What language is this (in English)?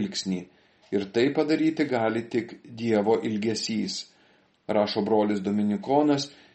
Lithuanian